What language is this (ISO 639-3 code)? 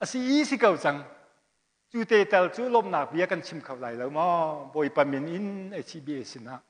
cnh